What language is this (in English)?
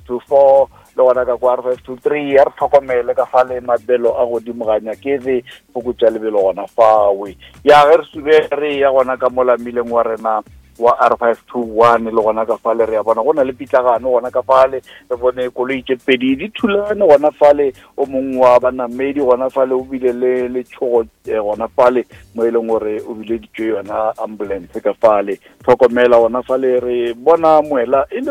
Northern Sotho